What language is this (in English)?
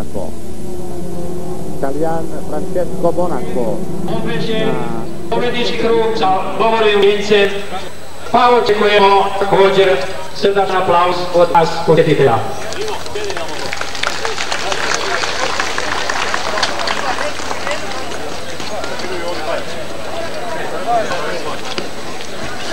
Croatian